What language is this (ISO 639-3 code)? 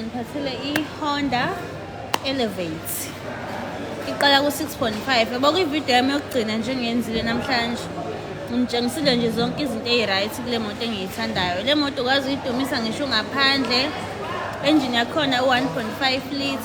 zul